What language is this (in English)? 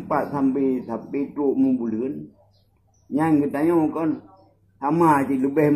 Achinese